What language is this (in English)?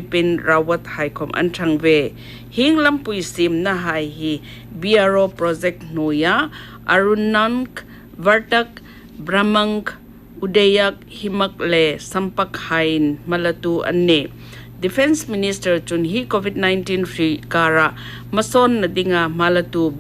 Hmar